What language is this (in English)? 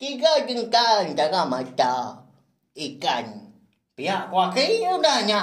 Iban